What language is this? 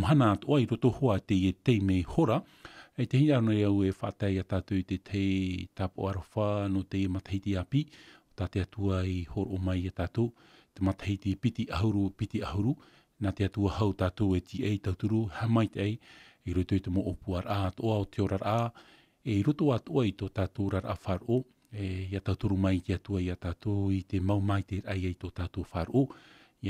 Tahitian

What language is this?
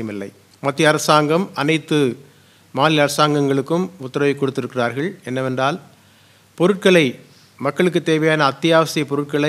Tamil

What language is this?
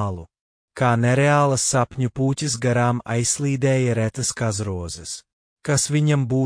Latvian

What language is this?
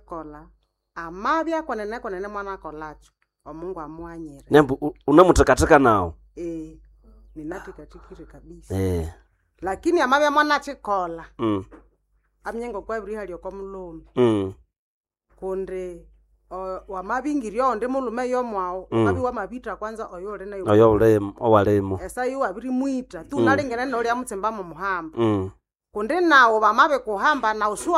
Nande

